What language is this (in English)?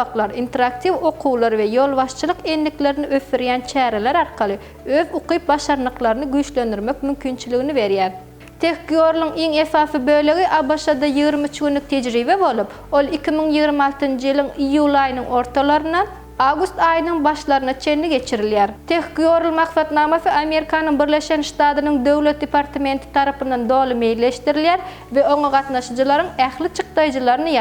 Turkmen